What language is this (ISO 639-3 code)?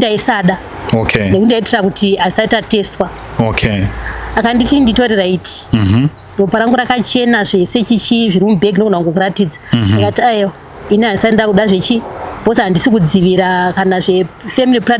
sna